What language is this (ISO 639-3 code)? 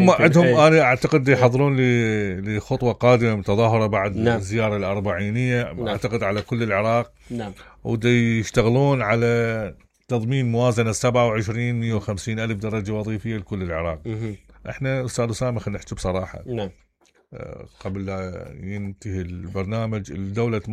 acm